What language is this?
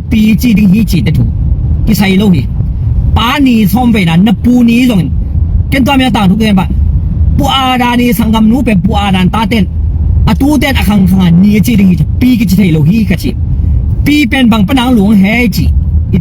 Tedim Chin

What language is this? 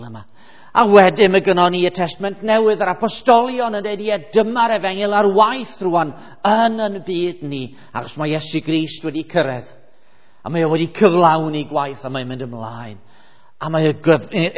Welsh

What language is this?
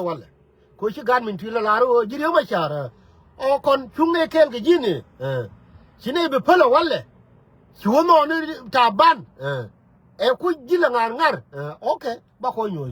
Nuer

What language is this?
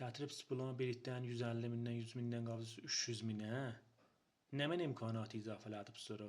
Azerbaijani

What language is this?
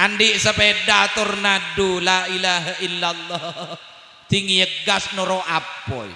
Madurese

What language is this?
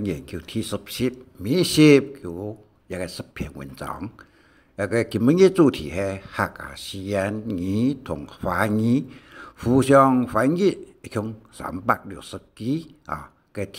Hakka Chinese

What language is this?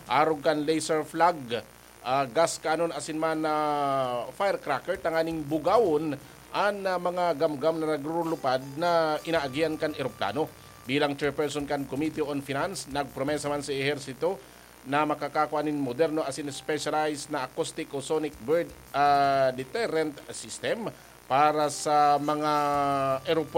Bikol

